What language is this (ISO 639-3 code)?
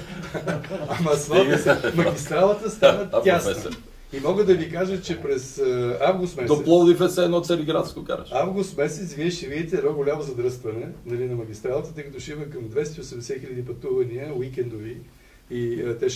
bul